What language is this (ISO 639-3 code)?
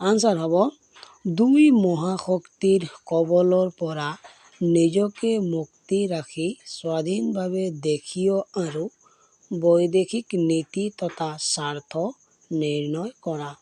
asm